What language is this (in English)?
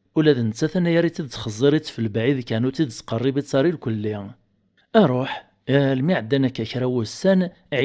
Kabyle